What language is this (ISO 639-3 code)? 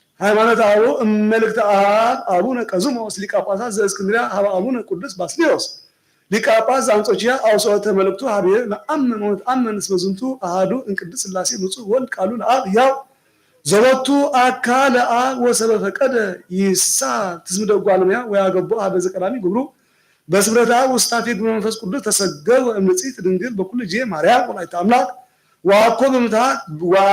gez